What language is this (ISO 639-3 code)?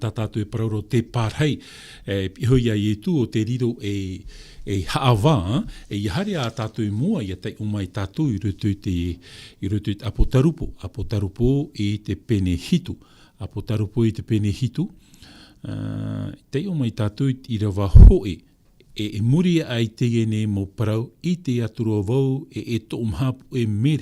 tah